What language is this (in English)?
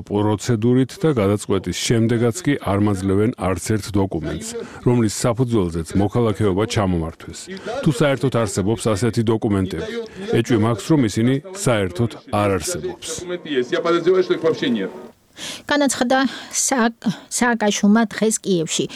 Georgian